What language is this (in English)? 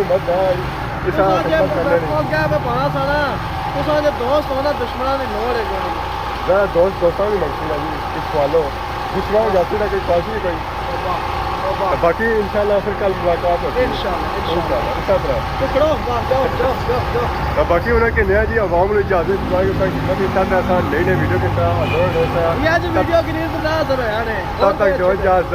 Pahari-Potwari